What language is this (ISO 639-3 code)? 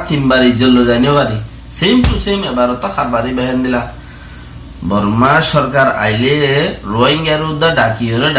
rhg